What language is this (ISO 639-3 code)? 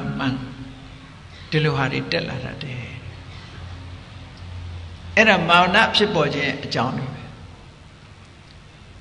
mya